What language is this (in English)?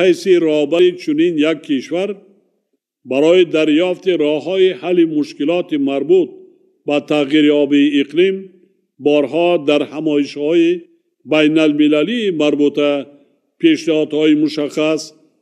Tajik